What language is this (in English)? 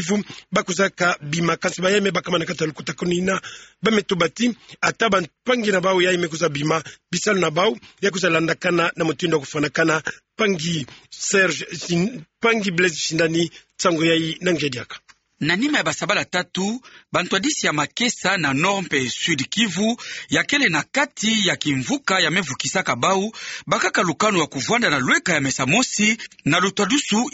Kituba (Democratic Republic of Congo)